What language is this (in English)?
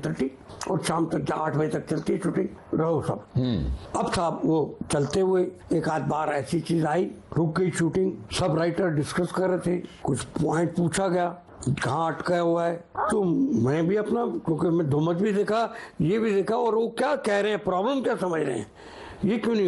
Hindi